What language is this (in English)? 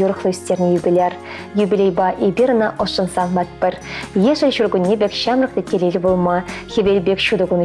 Chuvash